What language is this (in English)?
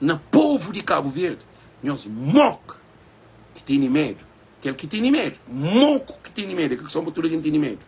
Kabuverdianu